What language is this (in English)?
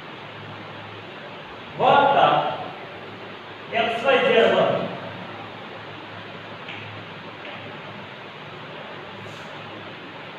Gujarati